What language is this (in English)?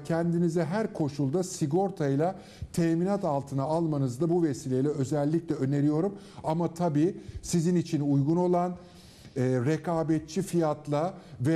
Turkish